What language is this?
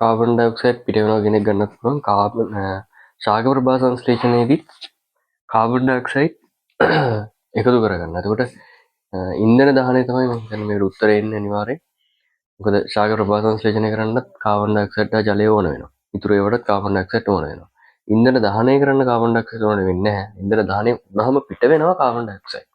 Sinhala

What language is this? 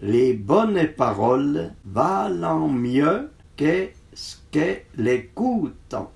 Arpitan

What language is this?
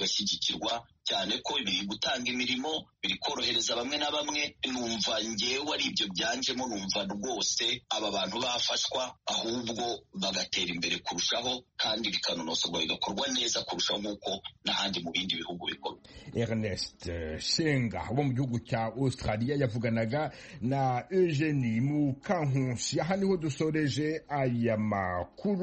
Kinyarwanda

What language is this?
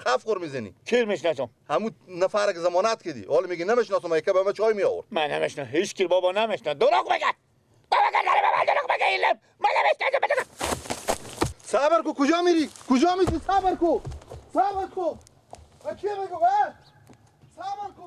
Persian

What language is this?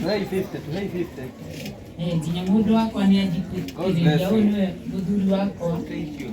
Kikuyu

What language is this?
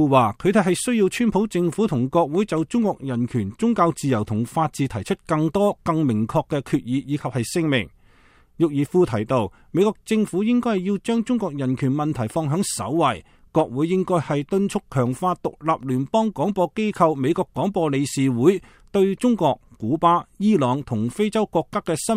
Cantonese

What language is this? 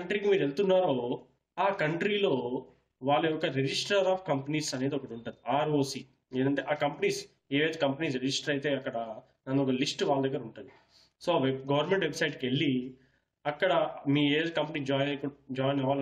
Telugu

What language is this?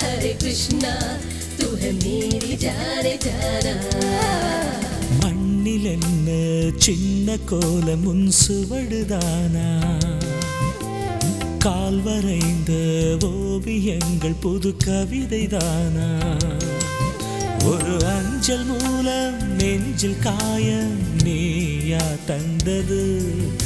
Tamil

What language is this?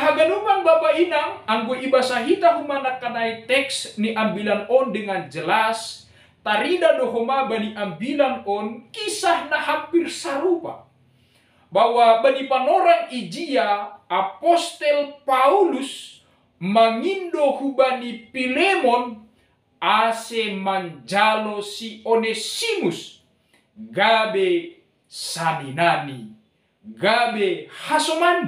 Batak Simalungun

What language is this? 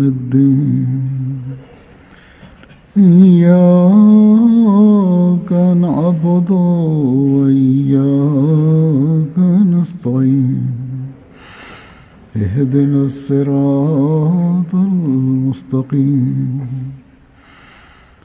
Urdu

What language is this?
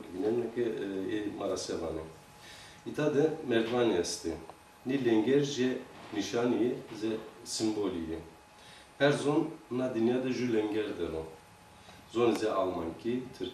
Zaza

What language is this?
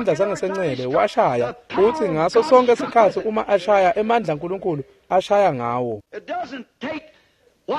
Swati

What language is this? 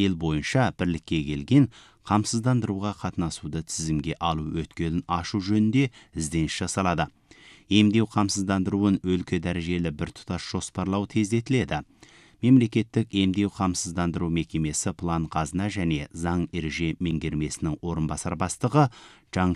Kazakh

